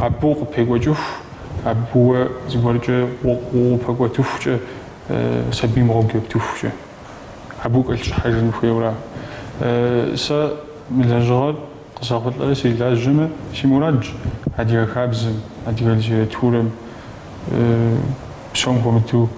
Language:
Kabardian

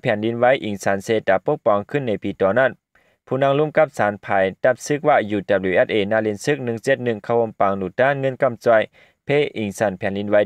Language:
Shan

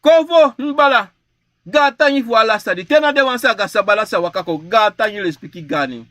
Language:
Sranan Tongo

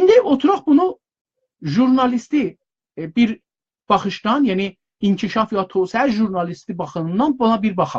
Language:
South Azerbaijani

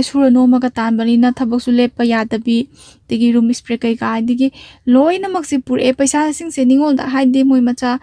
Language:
Manipuri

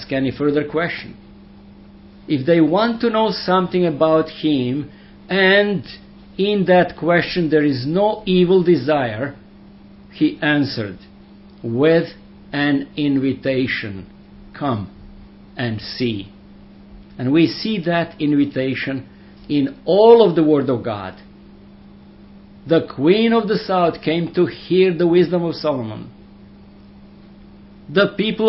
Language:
English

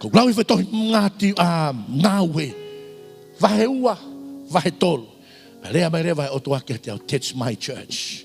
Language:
Tongan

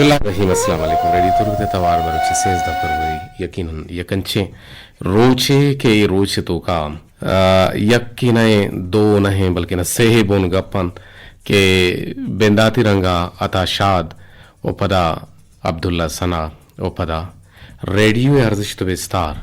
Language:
Eastern Balochi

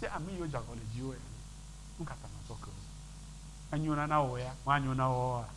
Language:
Ewe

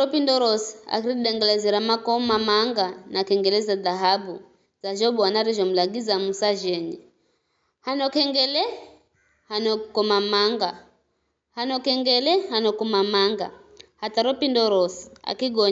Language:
Giryama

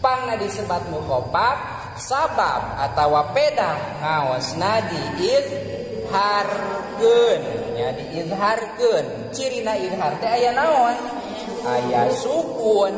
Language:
Sundanese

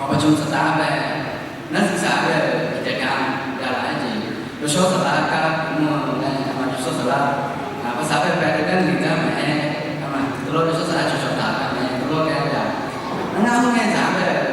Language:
Akha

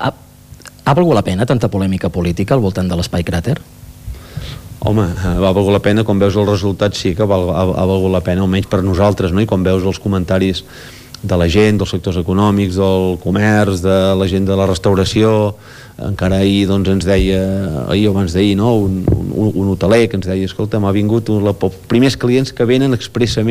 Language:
Catalan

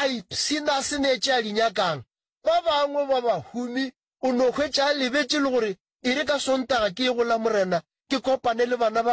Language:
Northern Sotho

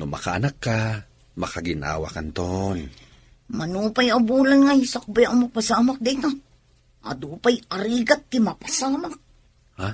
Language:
Iloko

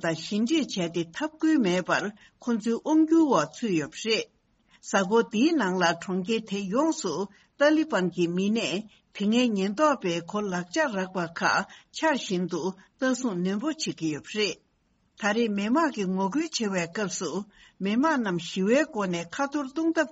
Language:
Tibetan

